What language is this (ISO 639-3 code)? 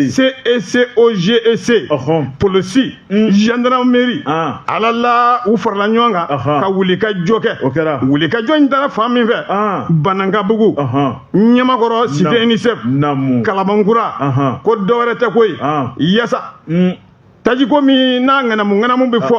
bam